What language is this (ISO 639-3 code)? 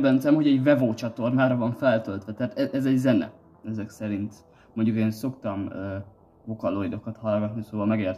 hun